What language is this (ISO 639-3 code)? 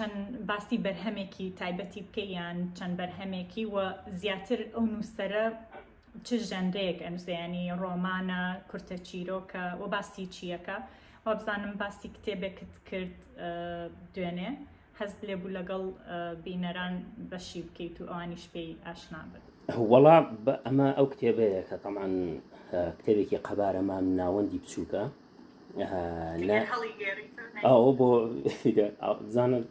ckb